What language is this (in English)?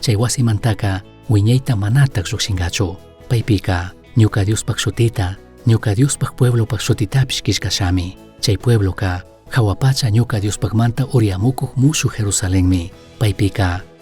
Chimborazo Highland Quichua